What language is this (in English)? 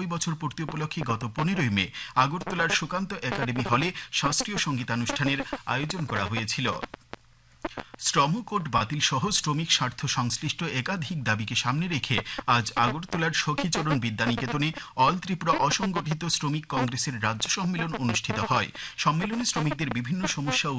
Bangla